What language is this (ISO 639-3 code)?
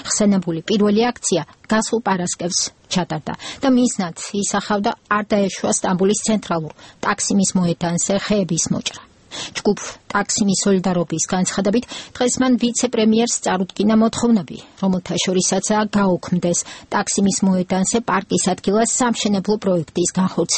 kat